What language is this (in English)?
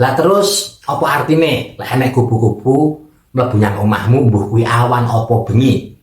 Javanese